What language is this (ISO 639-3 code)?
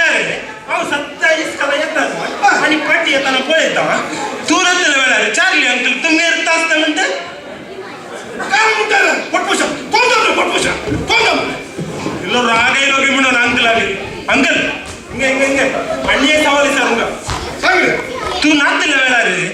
kok